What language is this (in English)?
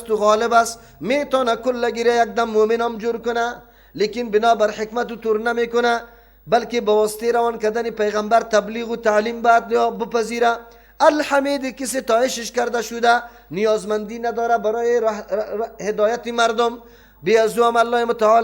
Persian